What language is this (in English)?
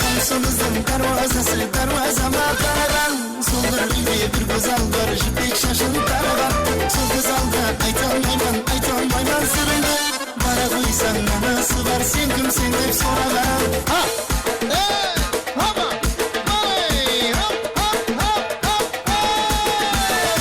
Kara-Kalpak